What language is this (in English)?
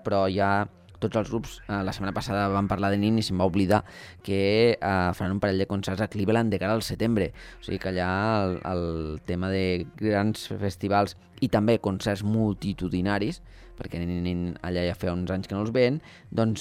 Catalan